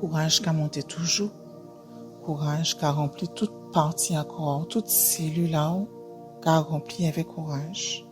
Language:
Guadeloupean Creole French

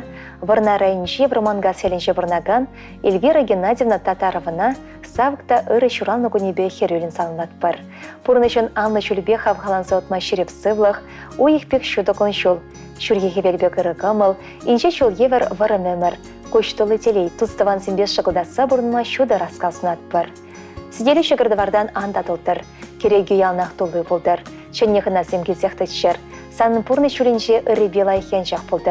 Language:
Chuvash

